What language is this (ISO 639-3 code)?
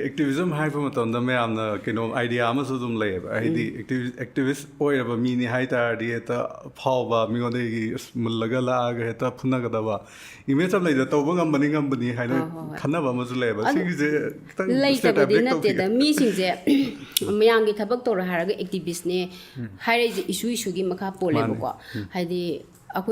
mni